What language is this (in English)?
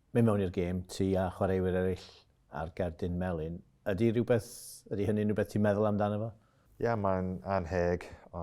Welsh